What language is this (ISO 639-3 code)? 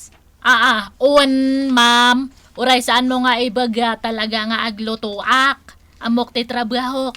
ilo